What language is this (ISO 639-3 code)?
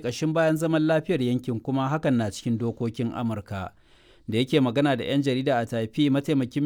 hau